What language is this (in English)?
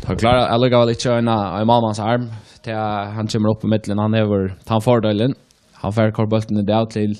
Faroese